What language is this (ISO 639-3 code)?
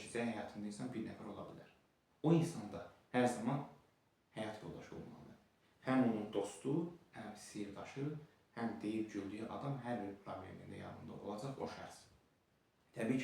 aze